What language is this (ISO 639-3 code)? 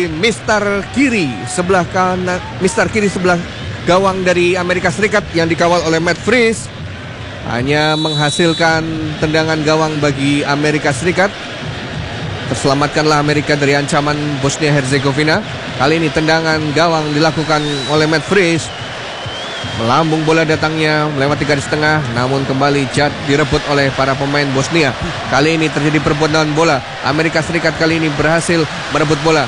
ind